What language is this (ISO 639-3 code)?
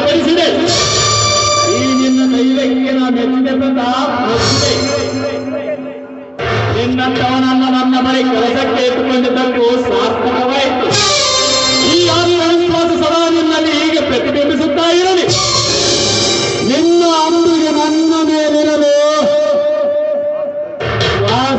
kan